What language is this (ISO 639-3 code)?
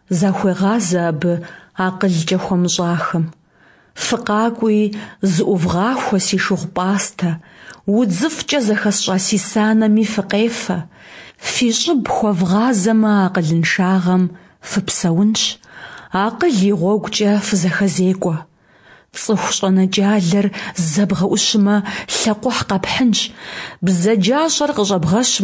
kbd